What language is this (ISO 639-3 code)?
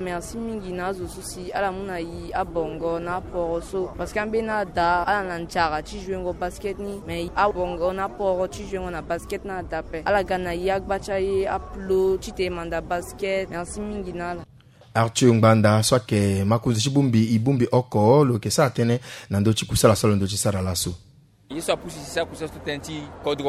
sag